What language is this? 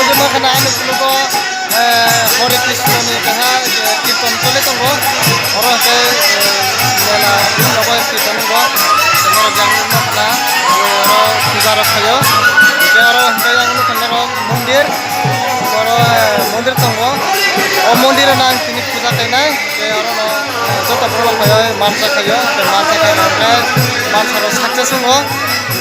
Kok Borok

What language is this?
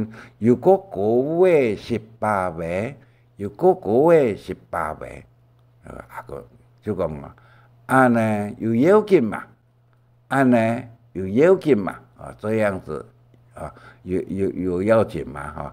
Hakka Chinese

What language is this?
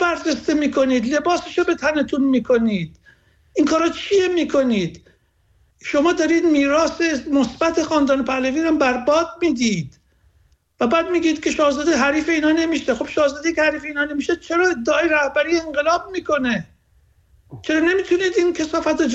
Persian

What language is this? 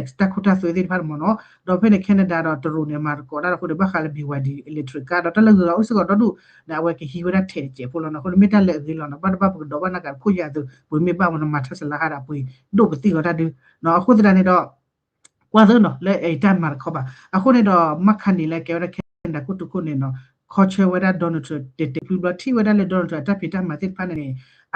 S'gaw Karen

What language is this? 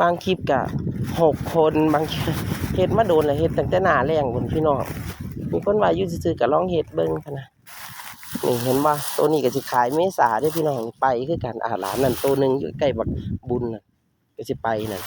Northeastern Thai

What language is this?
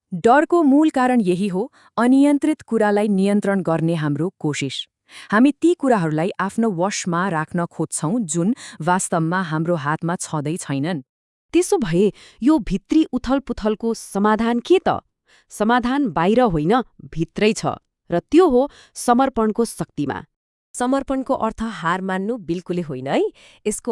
Nepali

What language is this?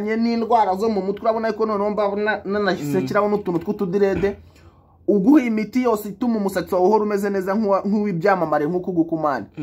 Kinyarwanda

